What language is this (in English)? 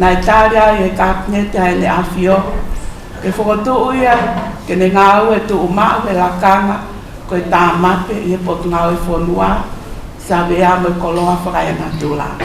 Tongan